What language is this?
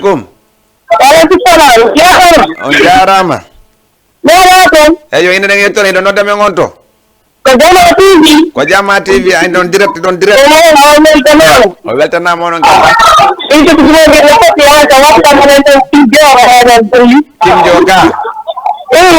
Fula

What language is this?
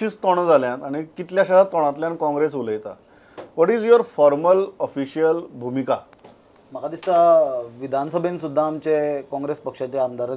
Konkani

